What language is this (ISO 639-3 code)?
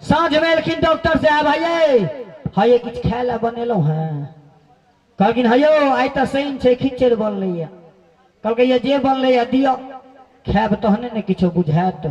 mai